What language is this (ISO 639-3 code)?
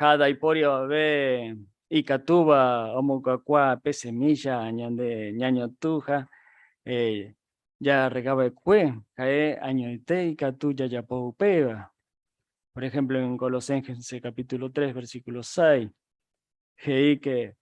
grn